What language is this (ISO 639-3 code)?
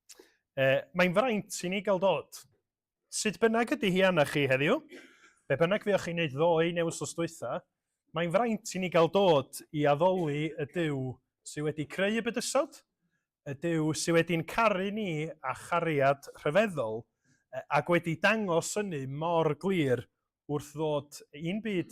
cym